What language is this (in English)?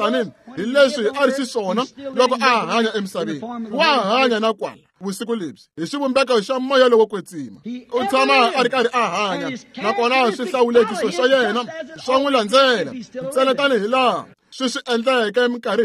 Tsonga